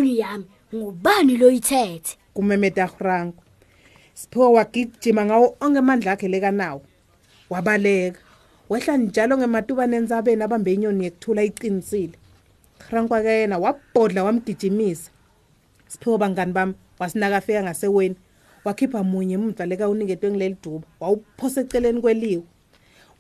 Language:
Swati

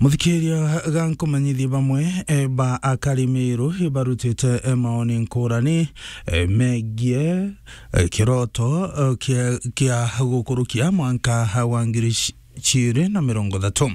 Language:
Meru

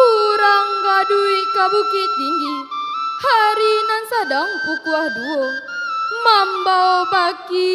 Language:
Minangkabau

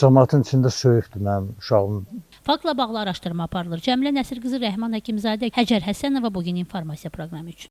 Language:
Azerbaijani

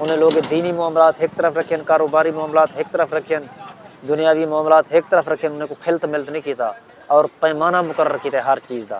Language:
Saraiki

